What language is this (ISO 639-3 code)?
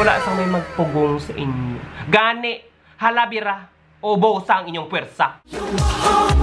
hil